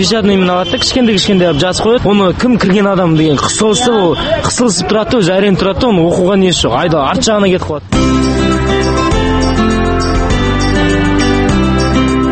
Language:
Kazakh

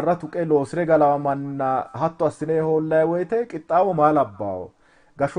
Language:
Sidamo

